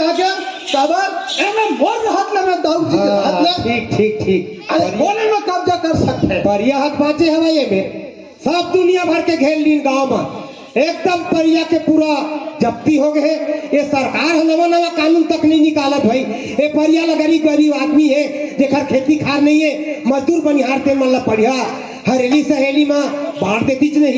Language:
Chhattisgarhi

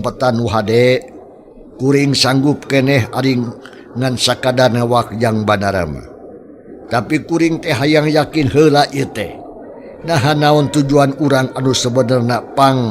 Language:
Sundanese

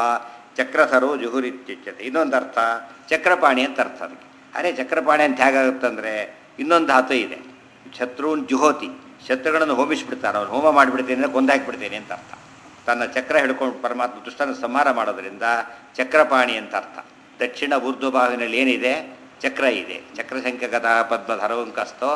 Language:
Kannada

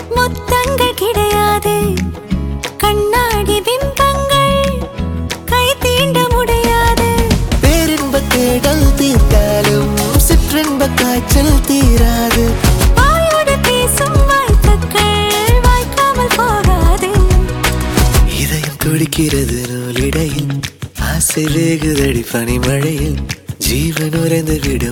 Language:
Tamil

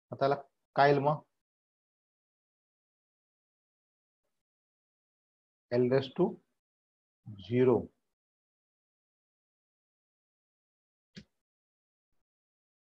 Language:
Marathi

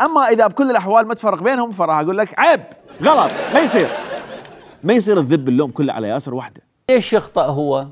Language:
Mesopotamian Arabic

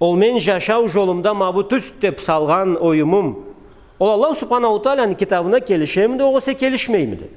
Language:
Karachay-Balkar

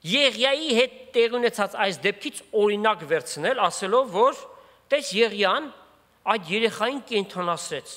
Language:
Armenian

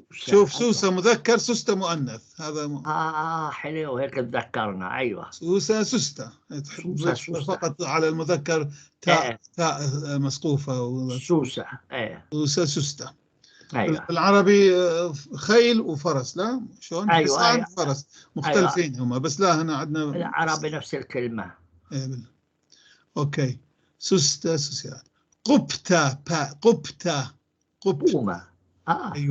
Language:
North Levantine Arabic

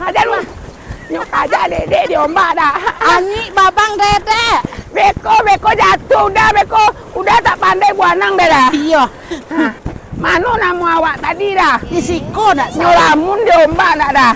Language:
Minangkabau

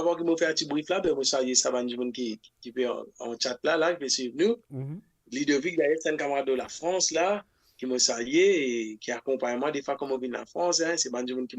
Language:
Morisyen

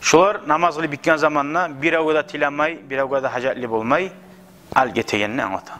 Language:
Kumyk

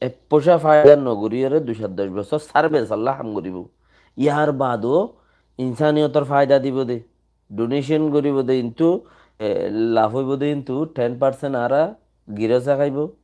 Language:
Rohingya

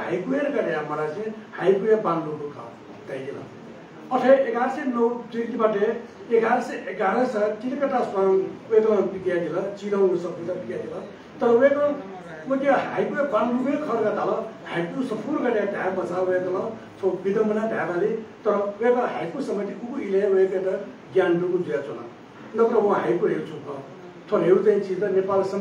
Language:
Newari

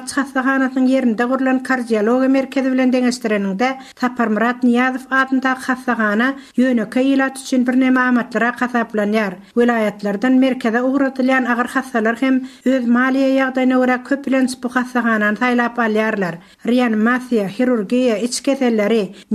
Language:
Turkmen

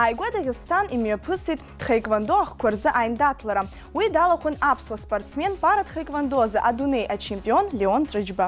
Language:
Abkhazian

